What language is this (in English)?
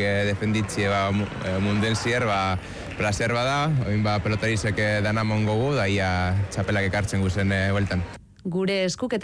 Basque